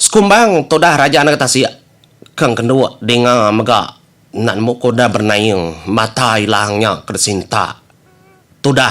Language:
Iban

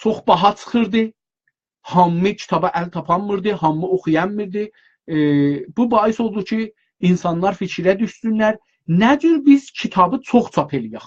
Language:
South Azerbaijani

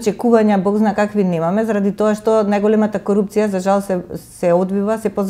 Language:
Macedonian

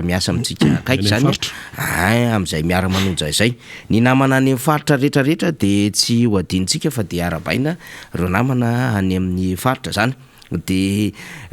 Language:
Malagasy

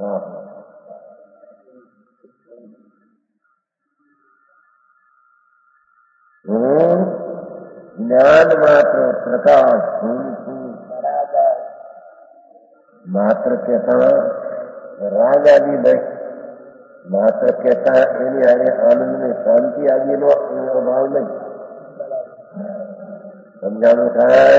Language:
Gujarati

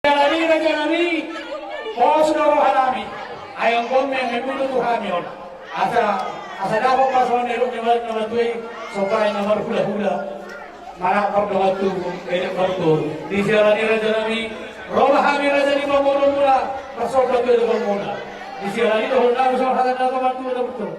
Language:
Batak Toba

